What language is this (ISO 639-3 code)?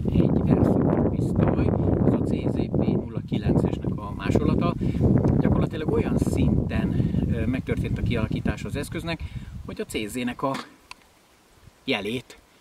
hun